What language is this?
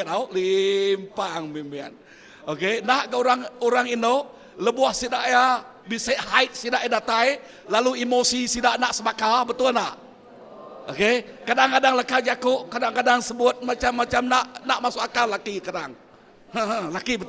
Iban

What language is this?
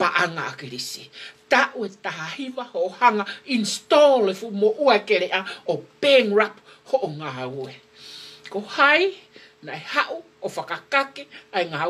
Tongan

